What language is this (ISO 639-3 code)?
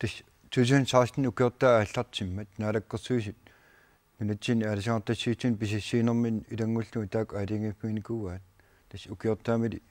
kal